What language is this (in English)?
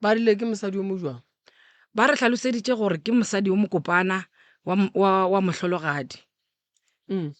Northern Sotho